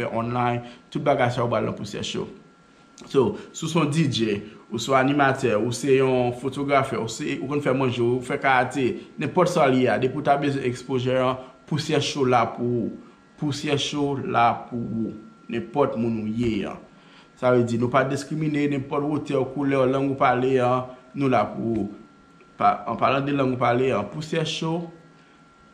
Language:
Haitian Creole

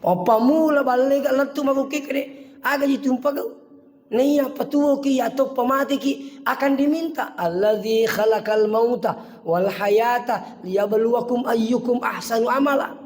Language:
Buginese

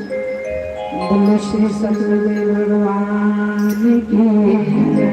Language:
Dogri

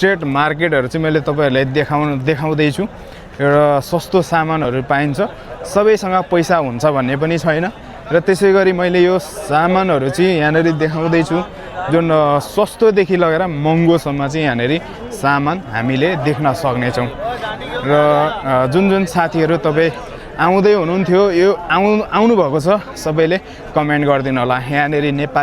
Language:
Nepali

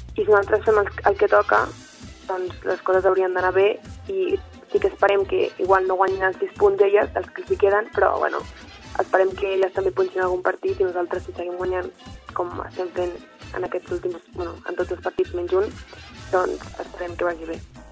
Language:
Catalan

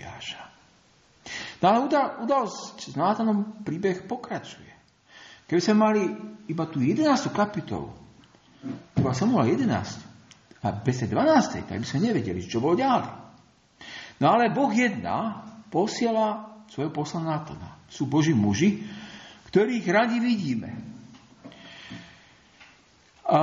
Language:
Slovak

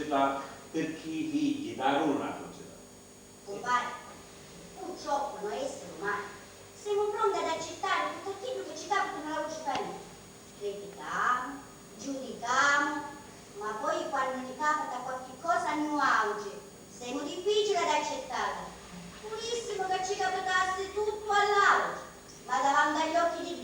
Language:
Sicilian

